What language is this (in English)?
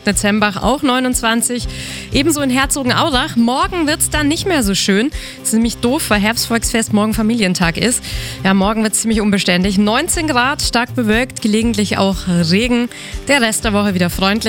German